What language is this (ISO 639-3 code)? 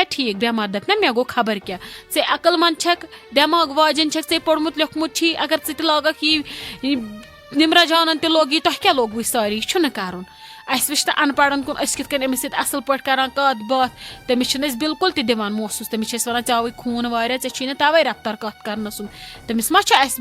kas